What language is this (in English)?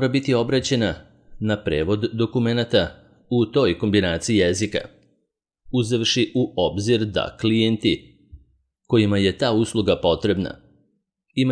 Serbian